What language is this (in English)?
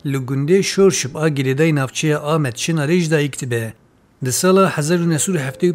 Kurdish